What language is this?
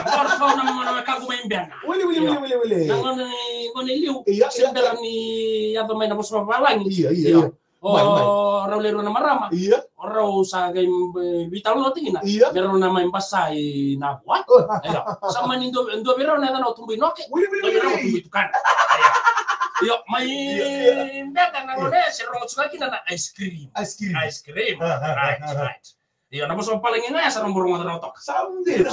Fijian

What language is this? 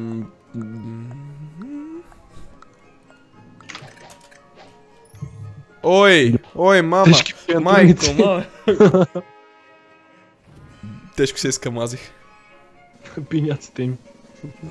Bulgarian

